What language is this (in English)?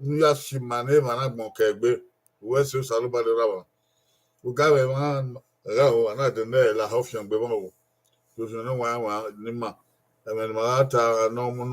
Bini